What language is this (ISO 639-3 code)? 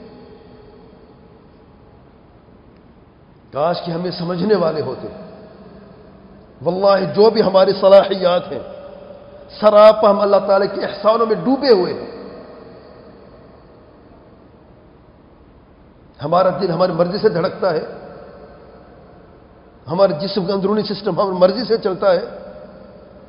urd